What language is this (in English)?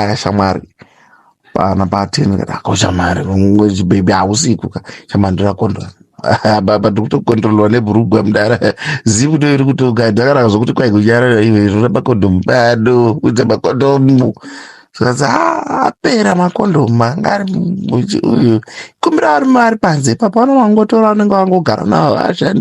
Shona